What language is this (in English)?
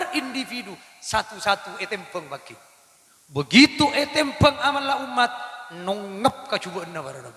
Madurese